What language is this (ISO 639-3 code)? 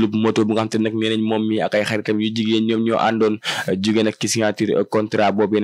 wol